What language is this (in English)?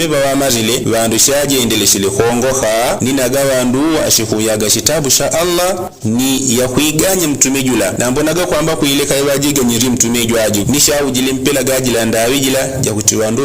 Yao